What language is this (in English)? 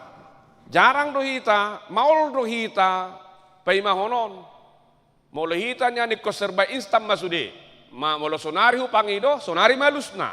Batak Toba